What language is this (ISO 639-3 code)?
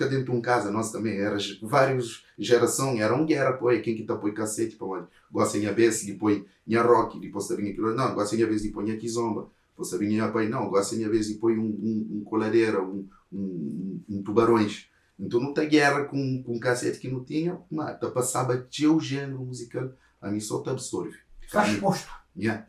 kea